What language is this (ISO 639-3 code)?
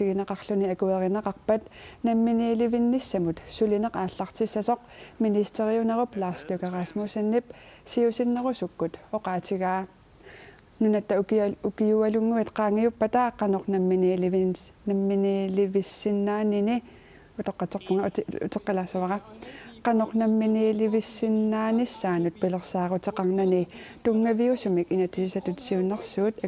kal